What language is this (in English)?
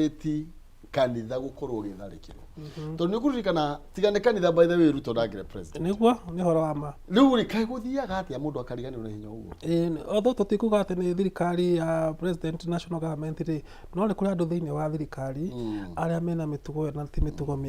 Kikuyu